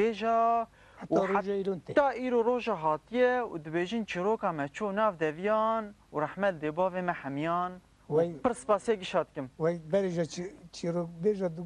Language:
Kurdish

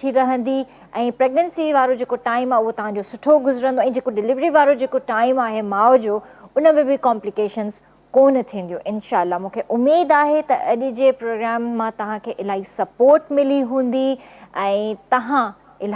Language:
Sindhi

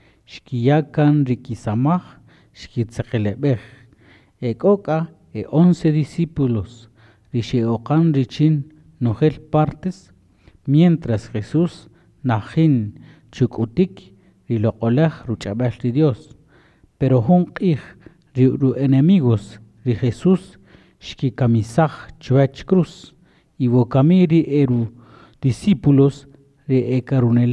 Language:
Kaqchikel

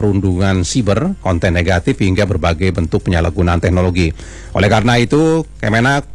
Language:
Indonesian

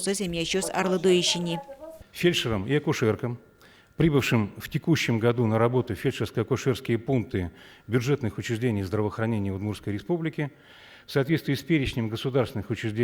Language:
Udmurt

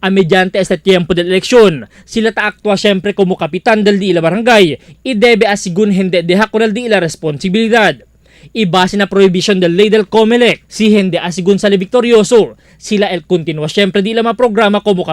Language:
Chavacano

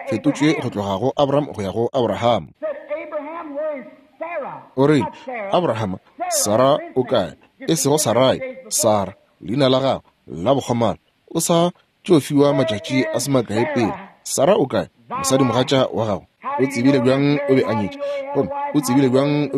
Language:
Northern Sotho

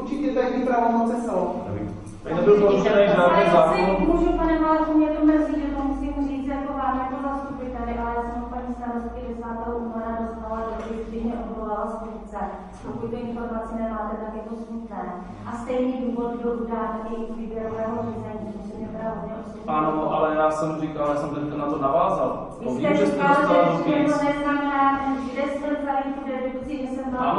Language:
Czech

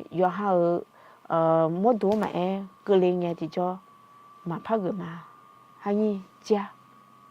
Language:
Akha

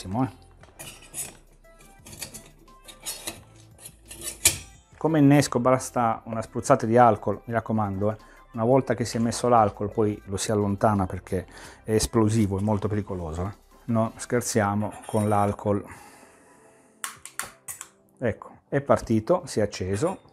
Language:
Italian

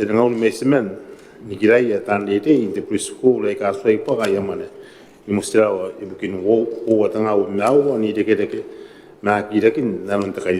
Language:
Gilbertese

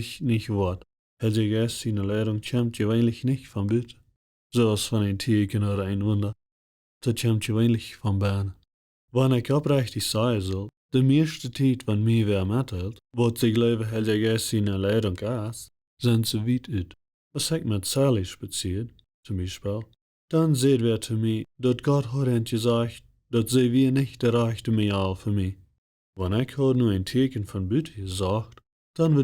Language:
Plautdietsch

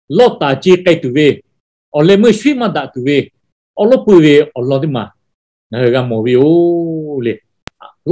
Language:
Lahu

